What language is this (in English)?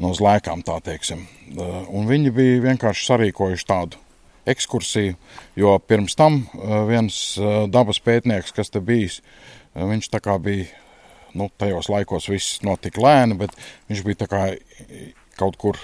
Latvian